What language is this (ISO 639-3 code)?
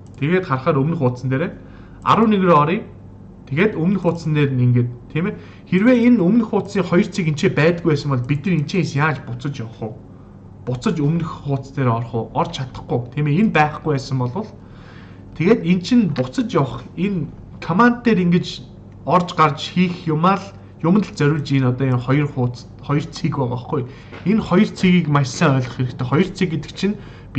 mon